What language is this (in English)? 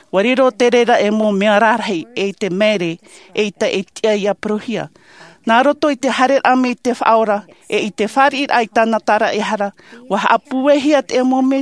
Tahitian